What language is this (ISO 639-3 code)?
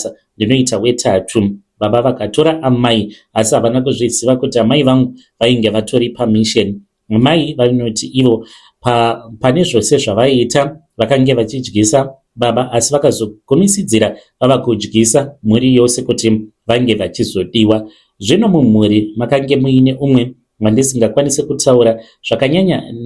sna